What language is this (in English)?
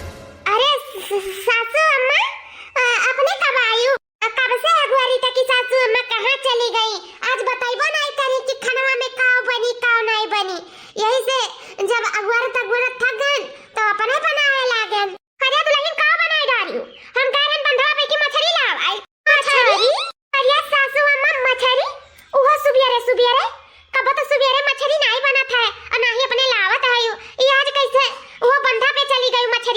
Awadhi